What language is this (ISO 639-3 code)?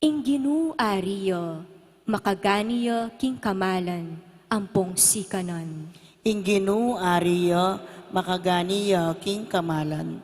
pam